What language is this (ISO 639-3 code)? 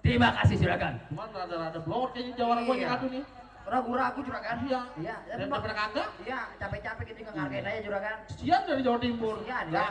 bew